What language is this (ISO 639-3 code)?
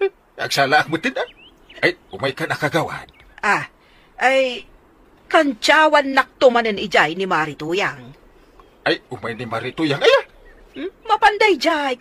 ilo